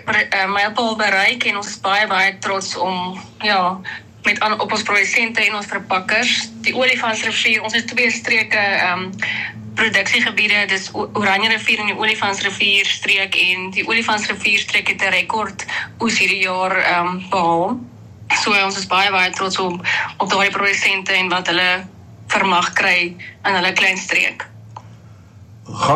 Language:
Afrikaans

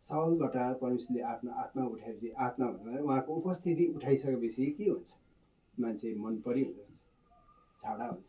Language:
Nepali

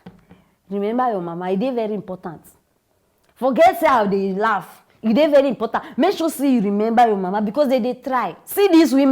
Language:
Nigerian Pidgin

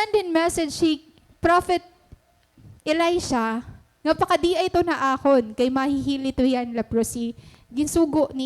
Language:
Waray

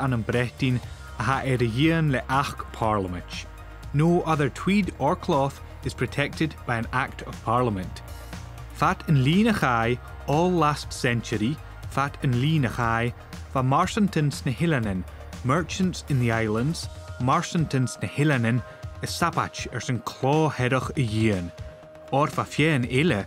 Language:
Scottish Gaelic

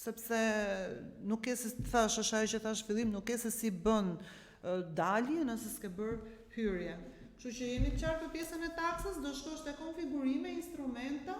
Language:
Albanian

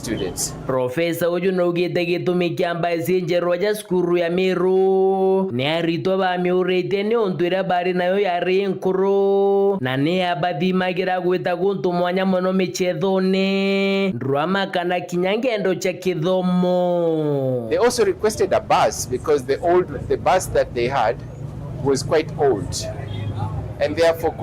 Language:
Meru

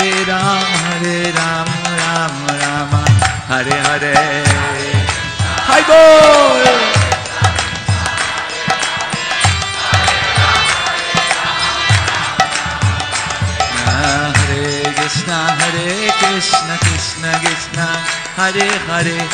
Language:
Hindi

